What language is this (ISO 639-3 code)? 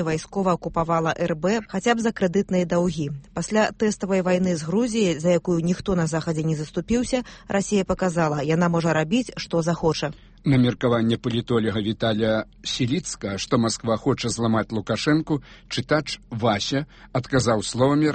bel